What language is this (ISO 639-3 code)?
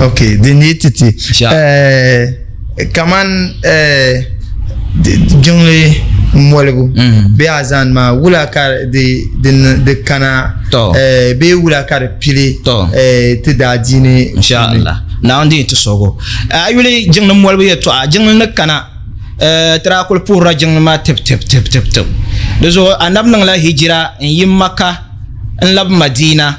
dag